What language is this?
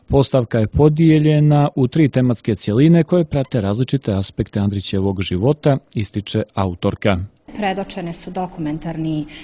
Serbian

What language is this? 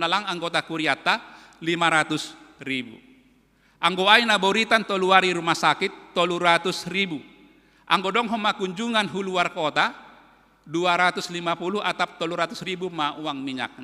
Batak Simalungun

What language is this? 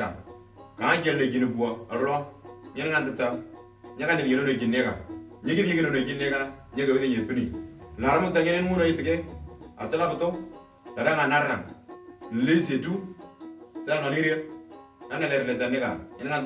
Moro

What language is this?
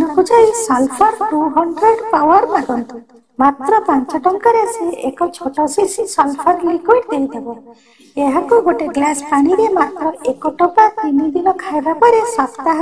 Odia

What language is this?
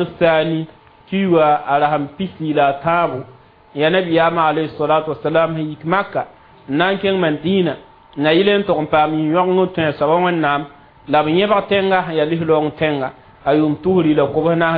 Mossi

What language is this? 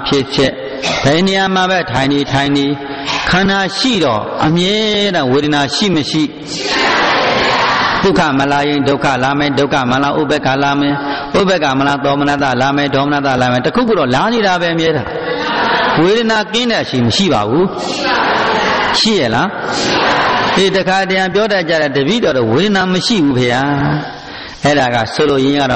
Burmese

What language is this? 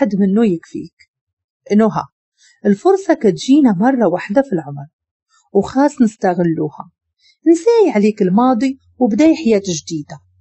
Moroccan Arabic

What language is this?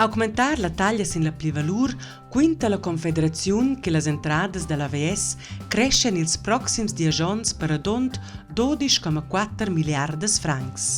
Romansh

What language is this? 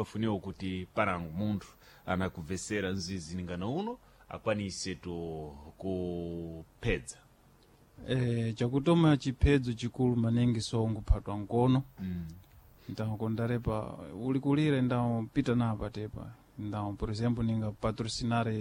Sena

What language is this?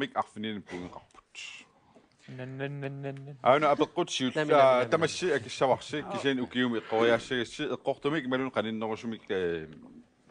Kalaallisut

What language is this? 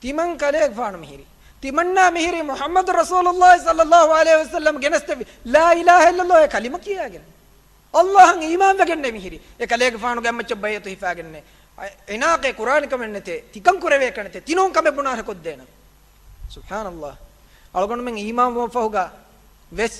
Divehi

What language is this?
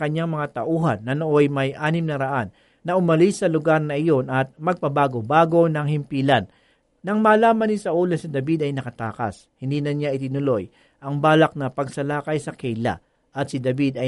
Filipino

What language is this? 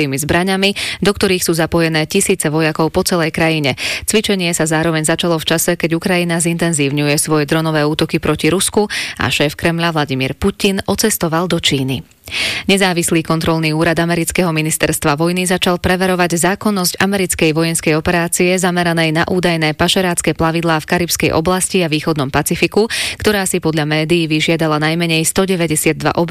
Slovak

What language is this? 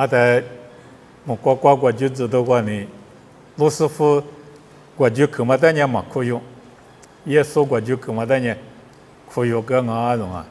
Lisu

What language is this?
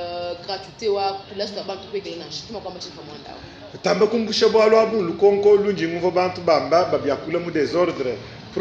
Luba-Lulua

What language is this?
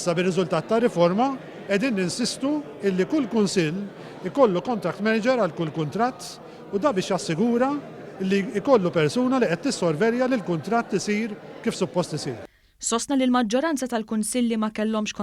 Maltese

